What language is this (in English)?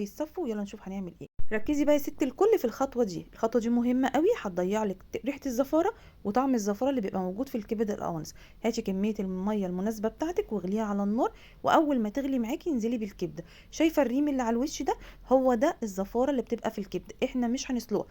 Egyptian Arabic